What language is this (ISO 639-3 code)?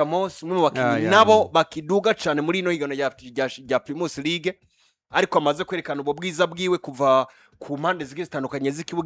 run